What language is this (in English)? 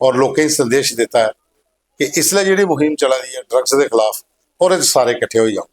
Dogri